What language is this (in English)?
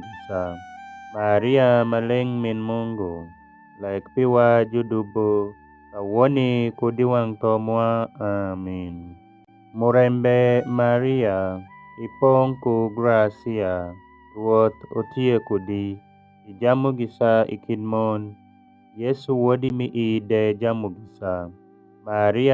Alur